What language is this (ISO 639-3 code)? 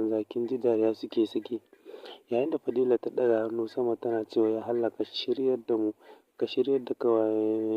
hau